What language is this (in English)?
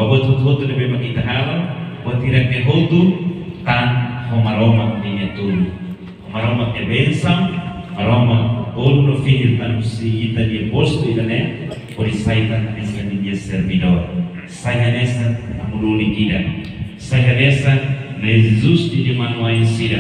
Tetum